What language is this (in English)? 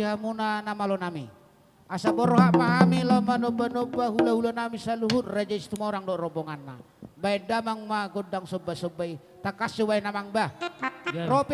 Batak Toba